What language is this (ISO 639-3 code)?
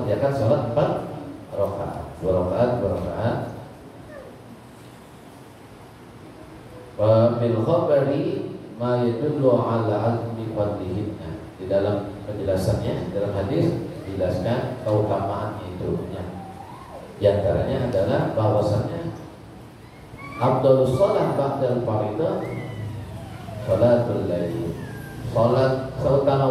ind